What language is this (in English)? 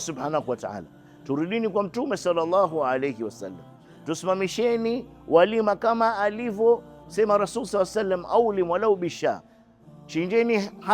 Swahili